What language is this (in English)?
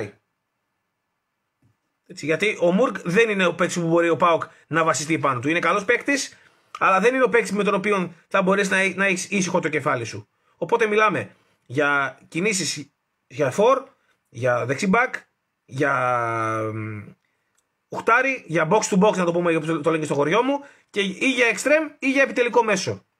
Greek